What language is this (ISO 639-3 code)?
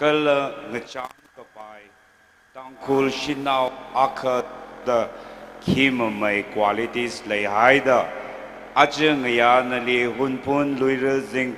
nmf